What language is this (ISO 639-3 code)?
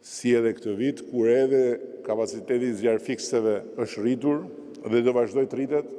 sqi